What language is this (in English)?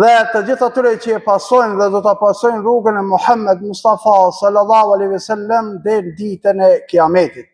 Albanian